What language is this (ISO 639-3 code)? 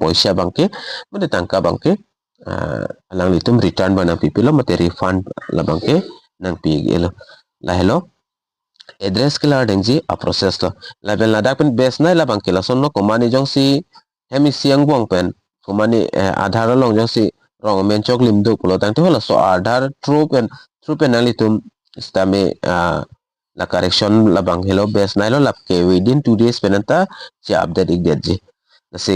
mjw